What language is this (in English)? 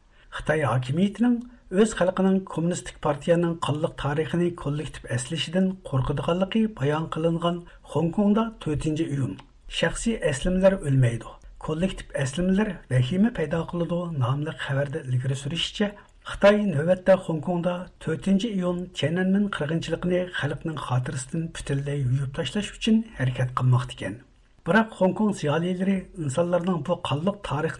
Uyghur